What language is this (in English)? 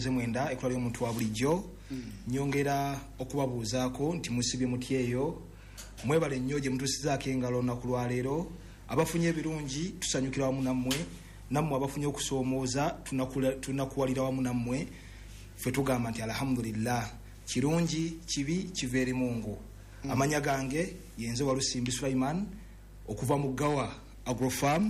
Ganda